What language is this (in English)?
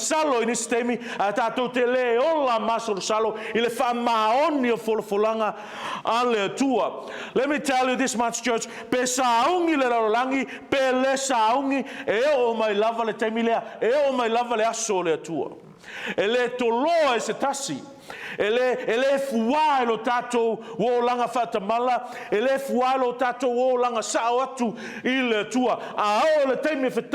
Samoan